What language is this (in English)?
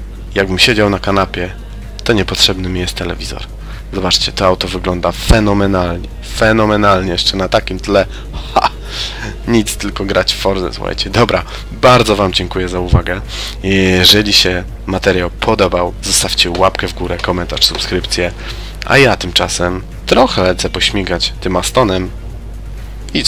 Polish